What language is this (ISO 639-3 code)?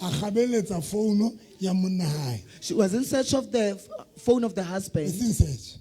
sot